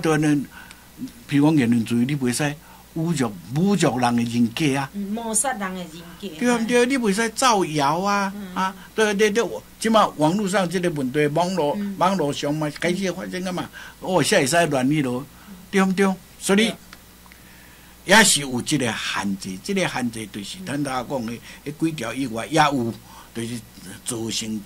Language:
Min Nan Chinese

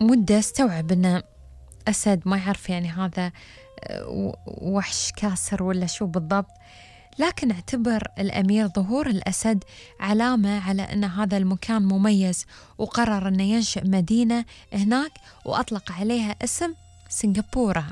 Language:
Gulf Arabic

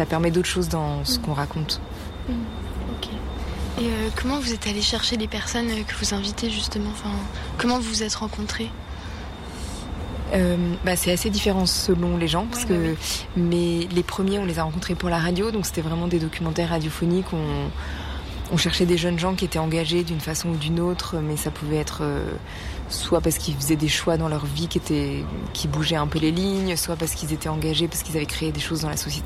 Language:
French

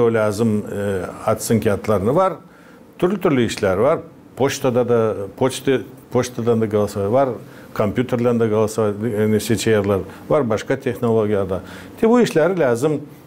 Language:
Gagauz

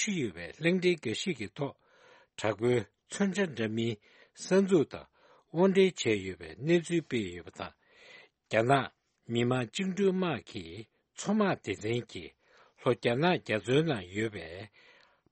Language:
Tibetan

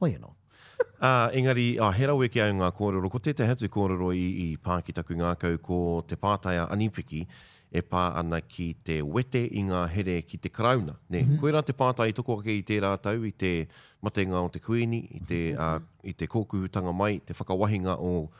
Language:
Māori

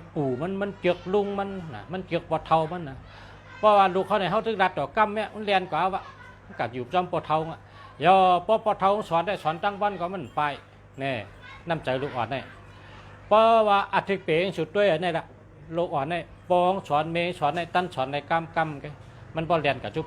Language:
Shan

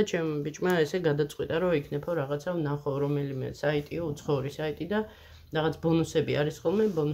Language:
Georgian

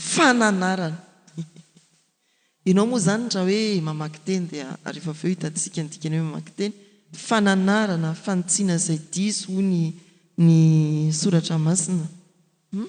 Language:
Malagasy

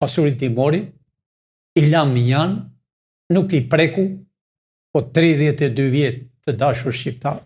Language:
Albanian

